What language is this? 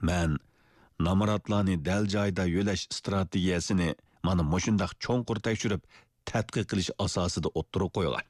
Uyghur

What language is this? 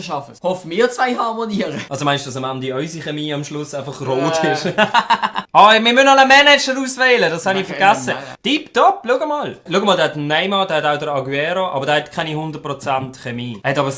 Swiss German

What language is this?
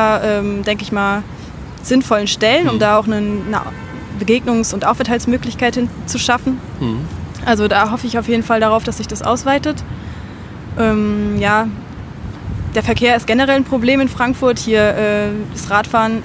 German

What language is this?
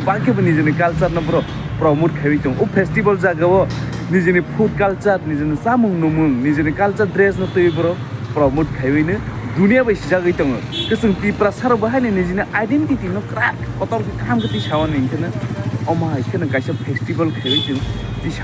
Kok Borok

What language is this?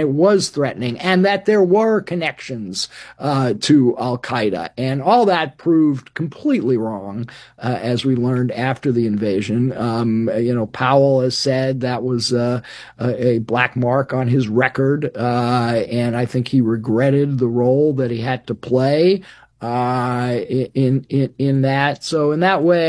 English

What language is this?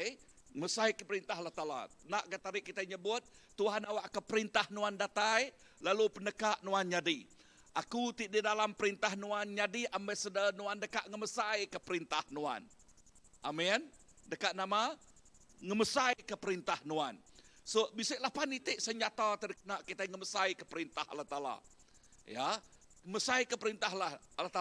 Iban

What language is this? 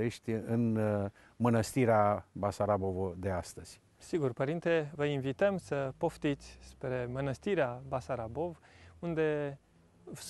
Romanian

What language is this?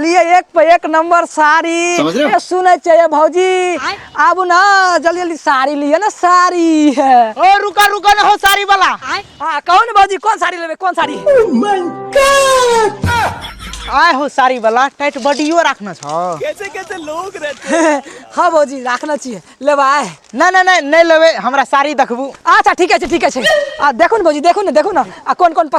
Maithili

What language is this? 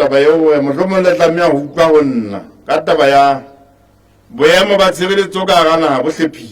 Southern Sotho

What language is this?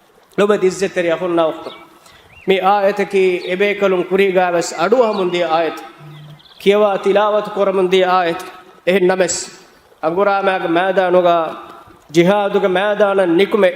Divehi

